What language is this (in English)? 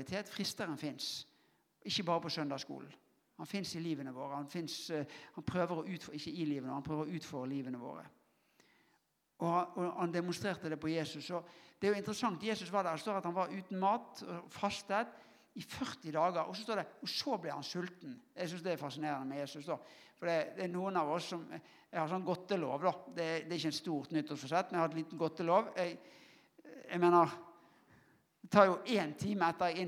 Norwegian